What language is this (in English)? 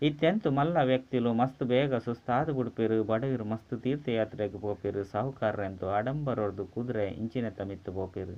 Tulu